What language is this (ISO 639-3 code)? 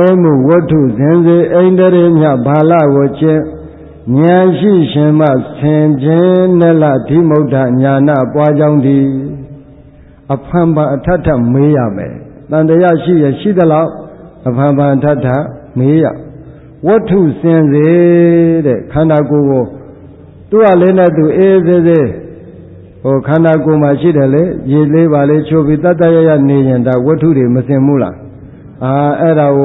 mya